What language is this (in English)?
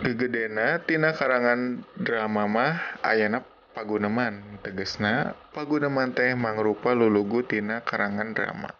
Sundanese